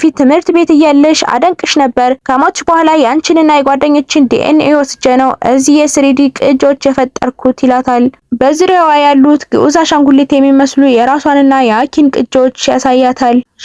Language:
Amharic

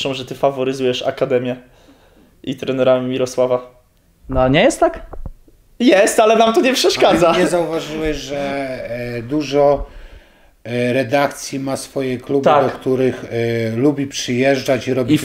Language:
Polish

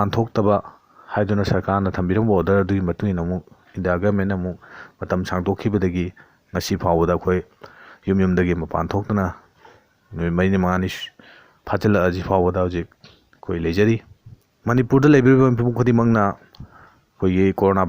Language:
Manipuri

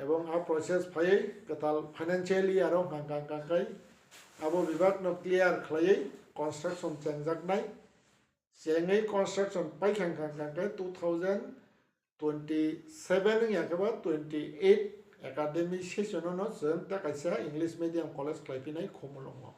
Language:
Kok Borok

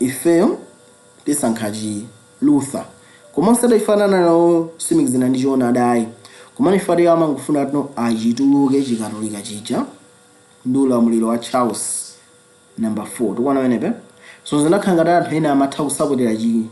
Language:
Nyanja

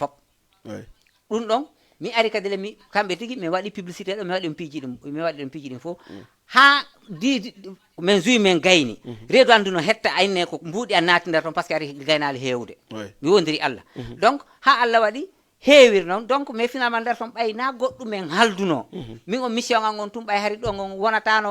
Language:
Fula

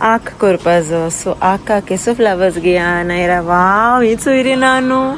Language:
Konkani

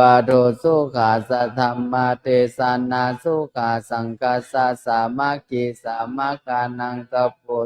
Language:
Pali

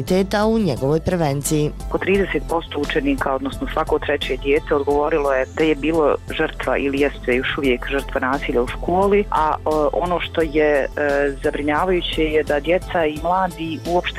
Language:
Bosnian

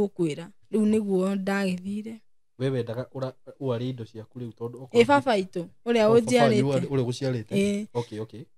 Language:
Kikuyu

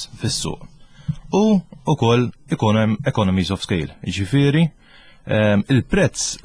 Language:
Maltese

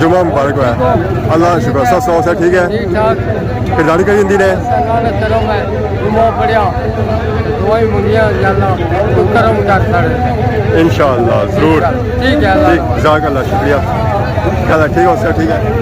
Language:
Pahari-Potwari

